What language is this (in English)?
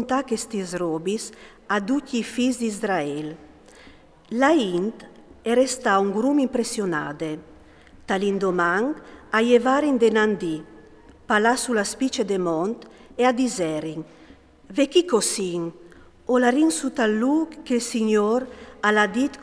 Friulian